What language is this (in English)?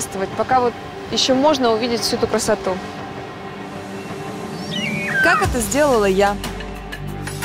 Russian